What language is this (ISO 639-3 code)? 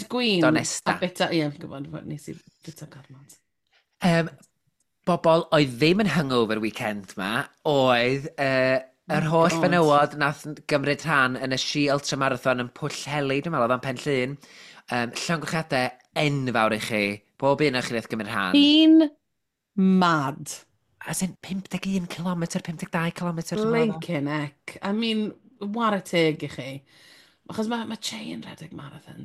cym